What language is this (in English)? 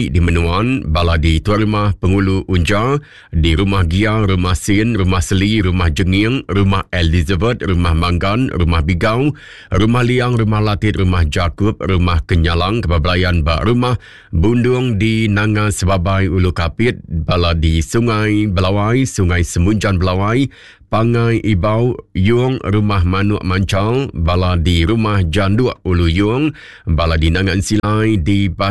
Iban